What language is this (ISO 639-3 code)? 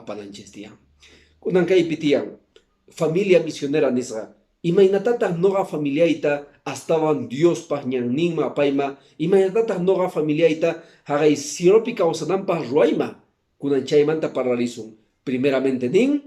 que